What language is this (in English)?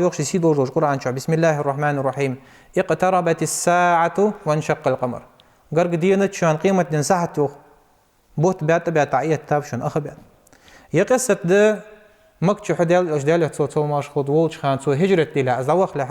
Ingush